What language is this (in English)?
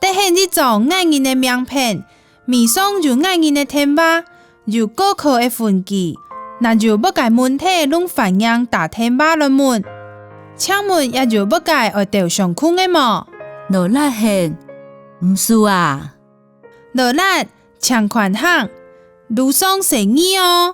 Hakka Chinese